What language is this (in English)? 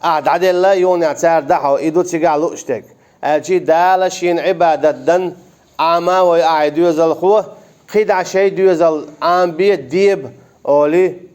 Chechen